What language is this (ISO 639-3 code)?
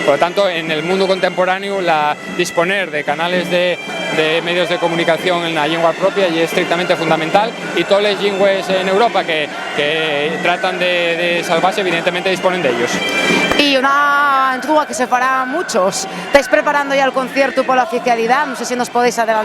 ast